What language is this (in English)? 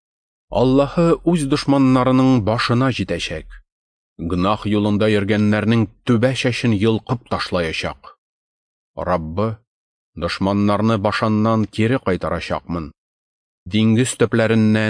Tatar